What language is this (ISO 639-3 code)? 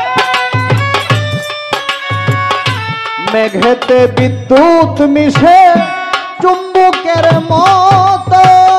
ben